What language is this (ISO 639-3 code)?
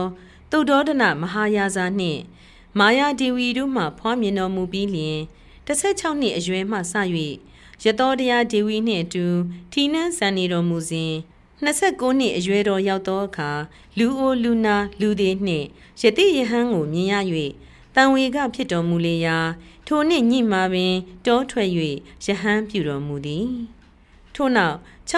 mya